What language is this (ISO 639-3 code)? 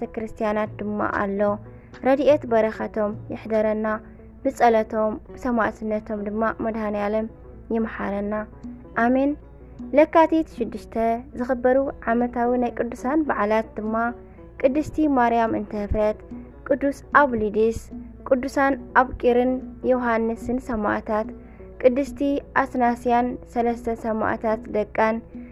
tir